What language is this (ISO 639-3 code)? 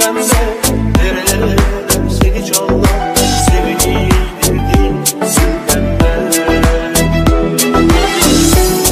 tur